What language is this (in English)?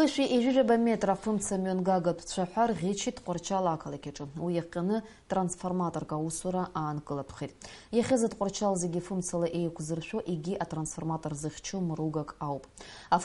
Abkhazian